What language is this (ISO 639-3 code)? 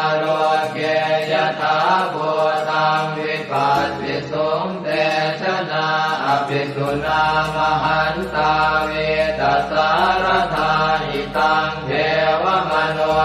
pli